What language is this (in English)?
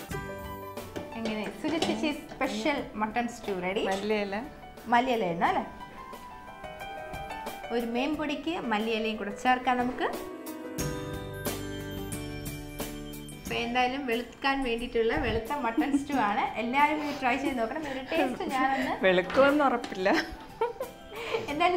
Malayalam